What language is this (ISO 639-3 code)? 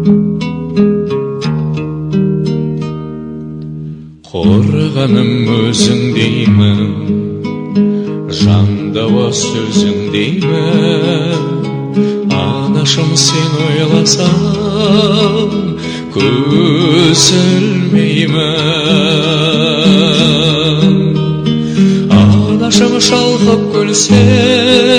kaz